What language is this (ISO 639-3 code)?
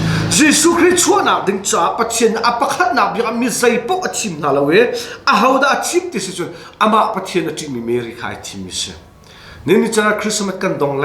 cnh